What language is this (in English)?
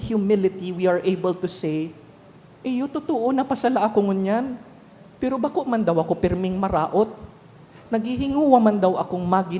Bikol